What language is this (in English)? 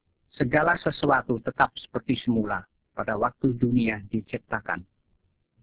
Indonesian